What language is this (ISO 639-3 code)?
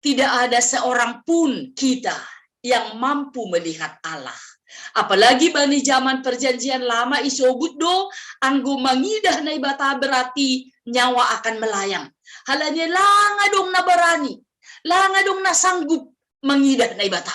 bts